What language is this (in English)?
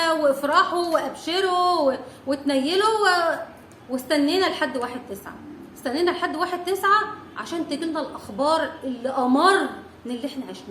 Egyptian Arabic